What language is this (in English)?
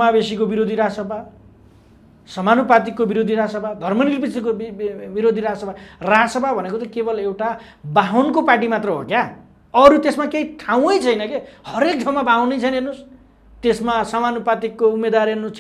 Nepali